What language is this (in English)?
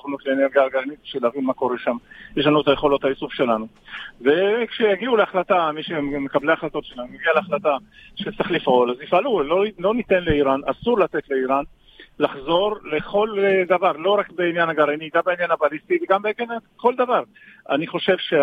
Hebrew